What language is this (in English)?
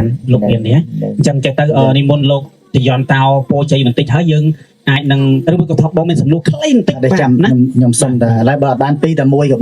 Khmer